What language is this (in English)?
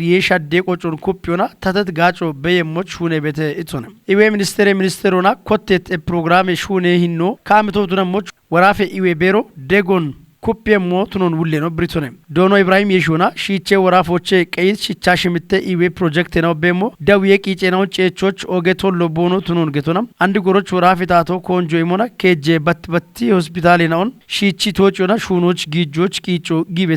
Kafa